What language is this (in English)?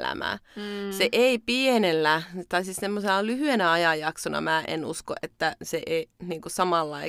Finnish